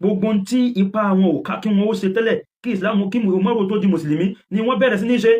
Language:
Yoruba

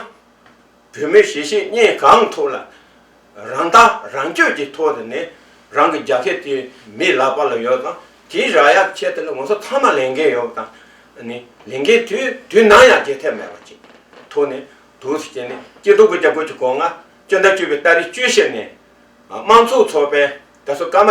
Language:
Tibetan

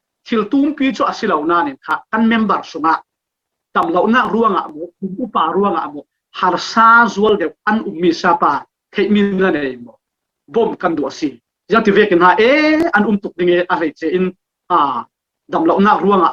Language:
Falam Chin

